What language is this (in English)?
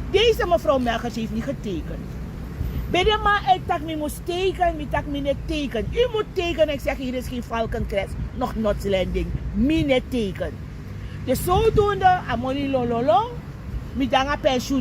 Sranan Tongo